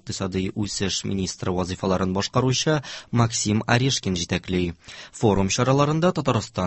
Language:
Tatar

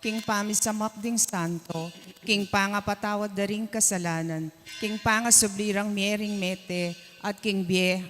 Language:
Pampanga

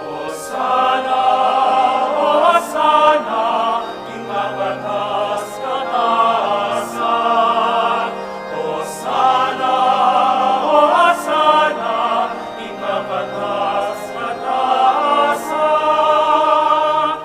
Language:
Pampanga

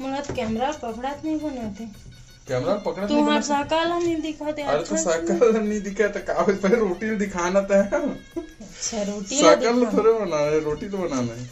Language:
Chhattisgarhi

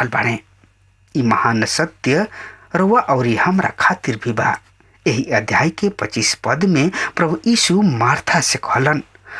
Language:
Bhojpuri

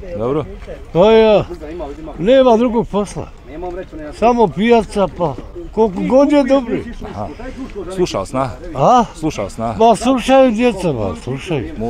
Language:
Bosnian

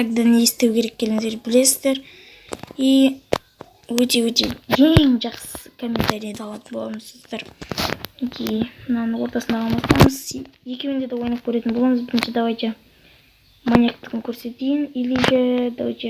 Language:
Kazakh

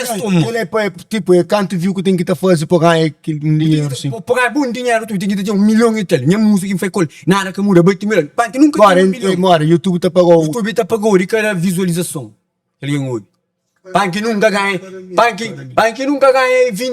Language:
Kabuverdianu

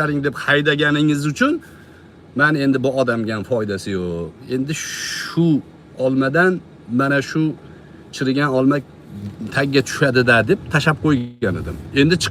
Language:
Uzbek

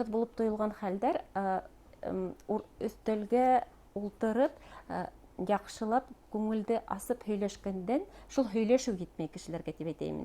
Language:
Bashkir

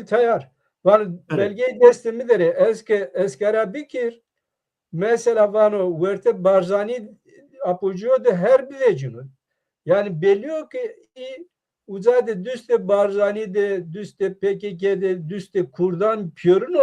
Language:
Zaza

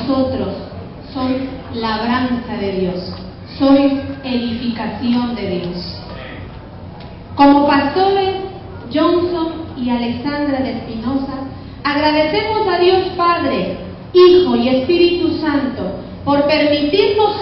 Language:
Spanish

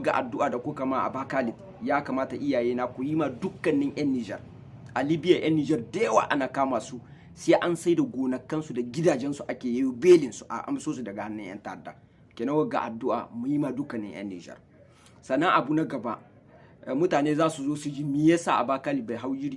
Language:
Hausa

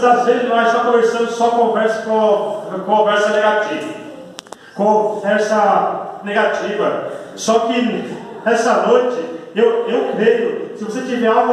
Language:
Portuguese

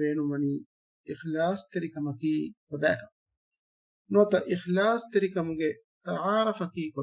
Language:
Divehi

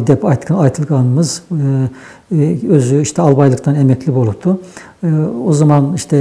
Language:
Nogai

